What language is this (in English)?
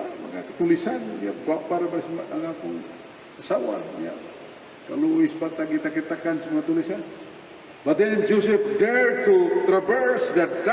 Cebuano